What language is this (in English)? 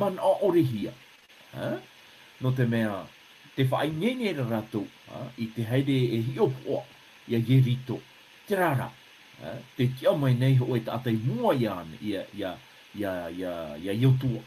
Tahitian